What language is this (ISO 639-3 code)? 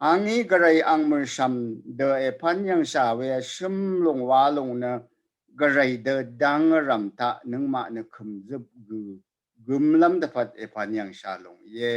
raw